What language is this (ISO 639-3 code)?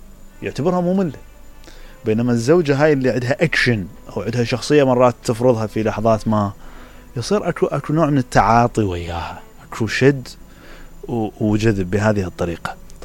acm